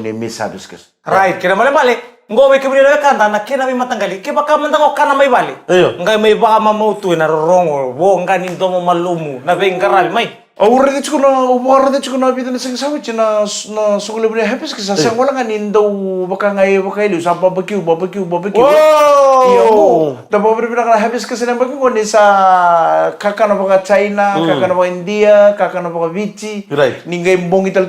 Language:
Fijian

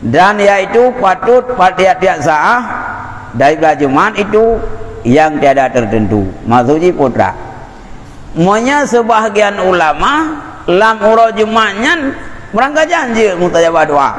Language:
Achinese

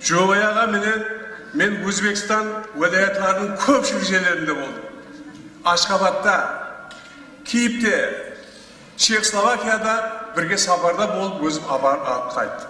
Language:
Kara-Kalpak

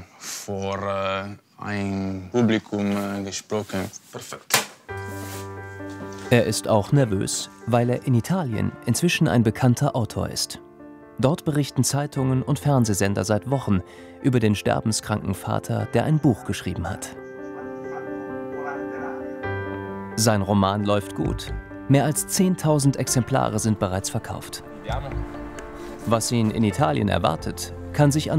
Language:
German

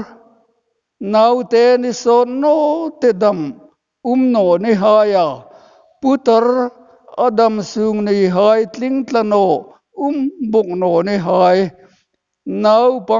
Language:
Hmar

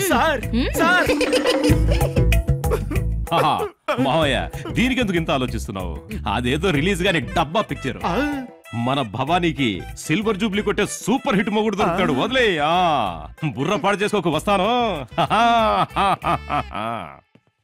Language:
Telugu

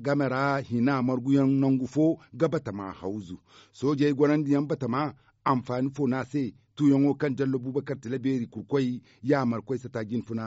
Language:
Zarma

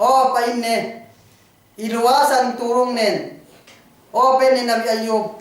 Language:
Yakan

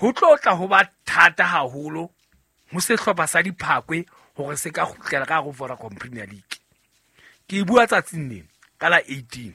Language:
Southern Sotho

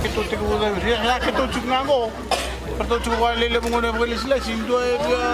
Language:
Fijian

